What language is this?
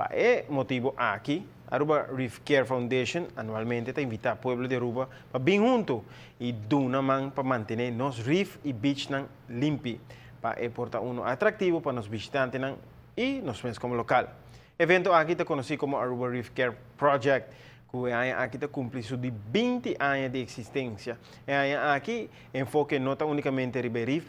Papiamento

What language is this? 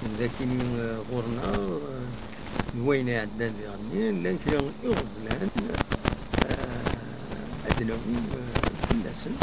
Kabyle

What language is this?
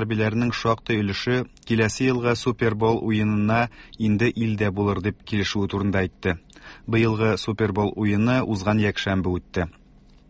Tatar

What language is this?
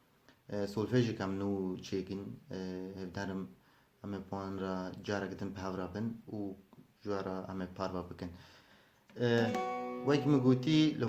Kurdish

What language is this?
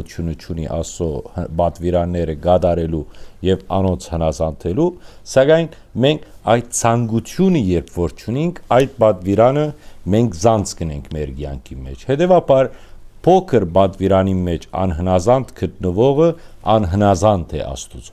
Western Armenian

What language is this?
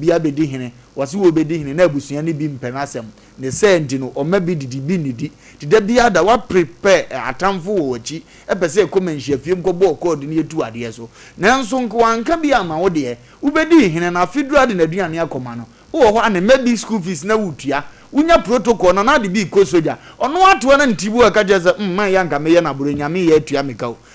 Akan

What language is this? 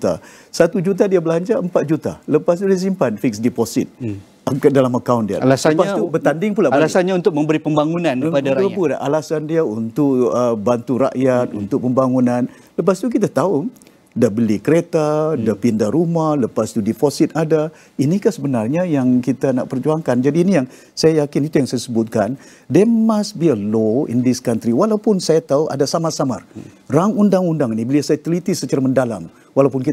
Malay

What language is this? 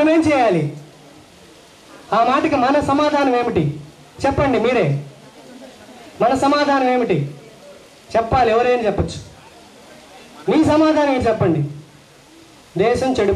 Telugu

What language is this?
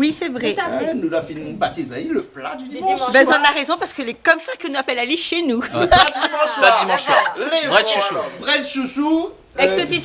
Réunion Creole French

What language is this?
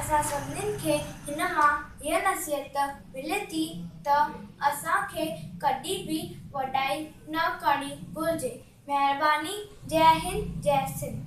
Sindhi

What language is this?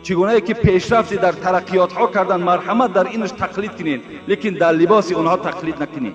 Tajik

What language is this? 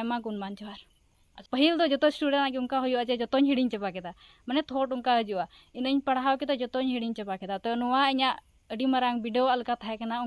Santali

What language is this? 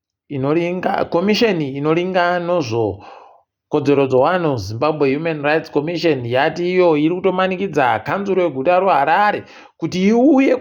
Ndau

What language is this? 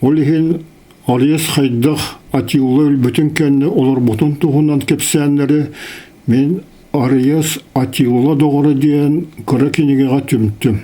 Yakut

